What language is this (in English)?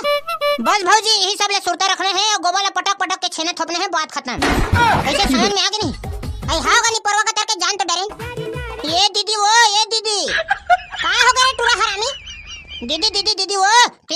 Chhattisgarhi